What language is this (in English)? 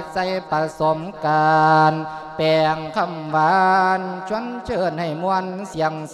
Lao